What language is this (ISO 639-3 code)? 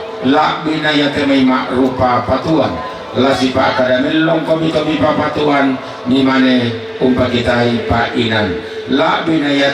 sda